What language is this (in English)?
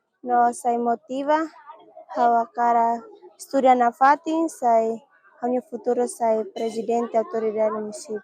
Tetum